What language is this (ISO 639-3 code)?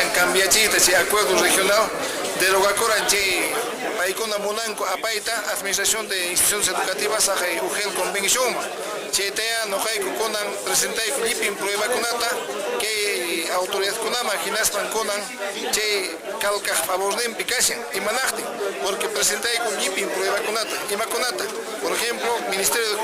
que